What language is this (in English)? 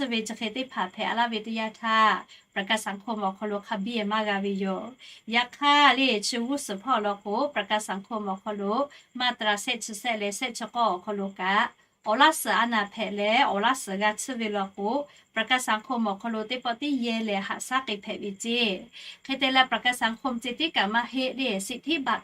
Lahu